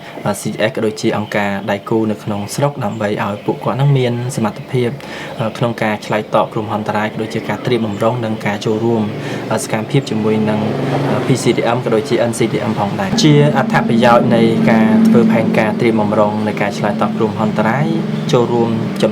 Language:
Khmer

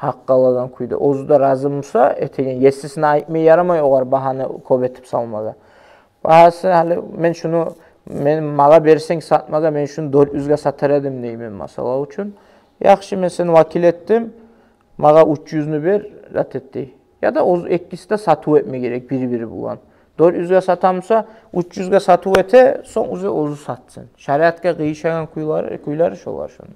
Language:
Kumyk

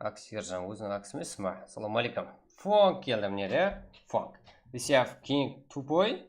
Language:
Kara-Kalpak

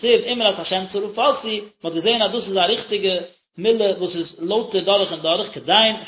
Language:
Yiddish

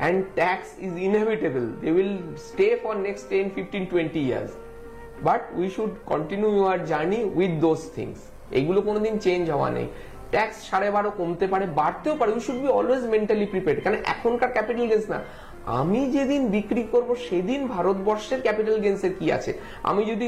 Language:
Bangla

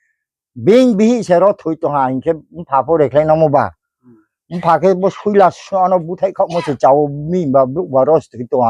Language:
Riang (India)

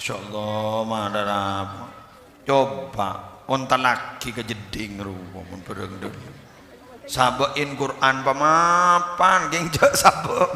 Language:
Madurese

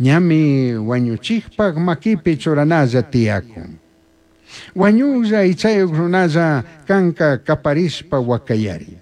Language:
Chimborazo Highland Quichua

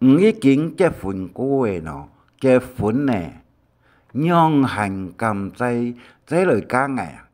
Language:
Hakka Chinese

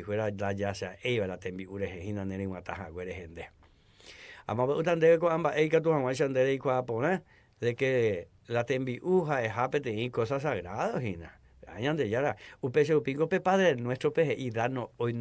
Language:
Guarani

